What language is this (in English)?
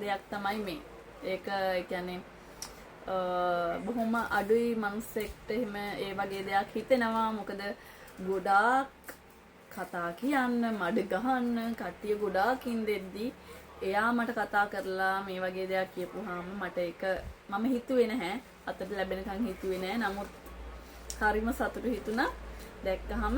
Sinhala